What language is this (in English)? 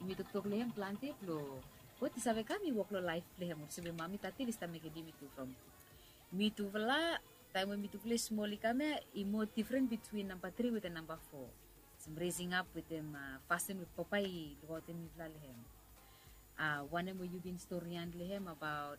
Bislama